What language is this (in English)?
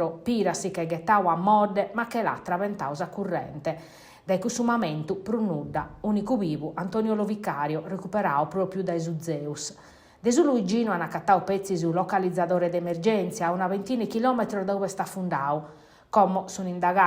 Sardinian